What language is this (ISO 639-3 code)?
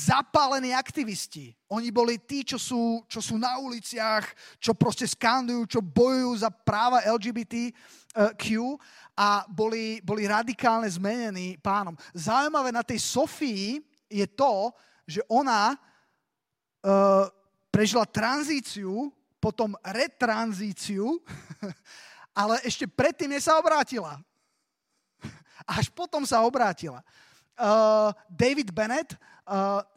slk